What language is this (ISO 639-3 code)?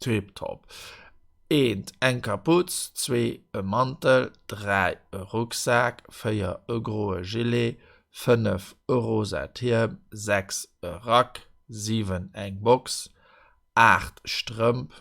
ltz